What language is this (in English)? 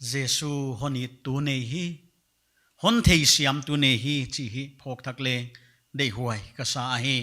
Paite Chin